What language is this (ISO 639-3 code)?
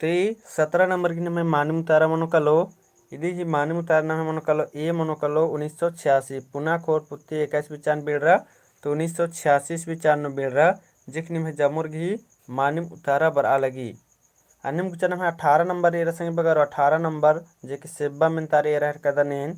kru